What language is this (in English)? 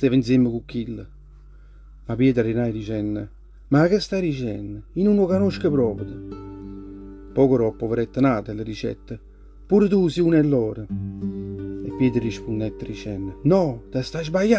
Neapolitan